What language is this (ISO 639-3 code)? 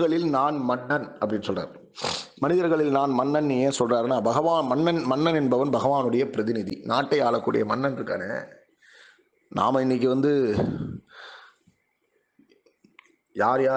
tam